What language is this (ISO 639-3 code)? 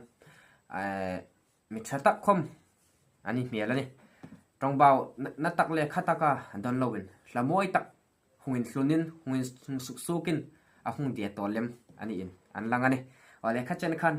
hmr